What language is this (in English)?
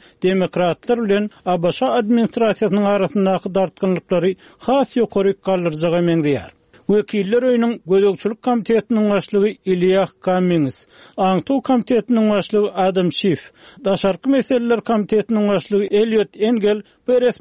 Turkmen